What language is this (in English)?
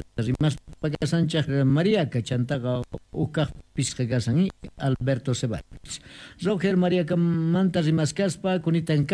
Quechua